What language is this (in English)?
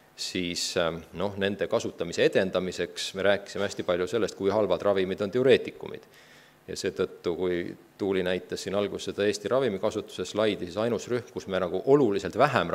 Estonian